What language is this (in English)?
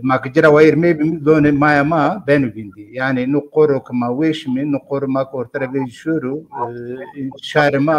Zaza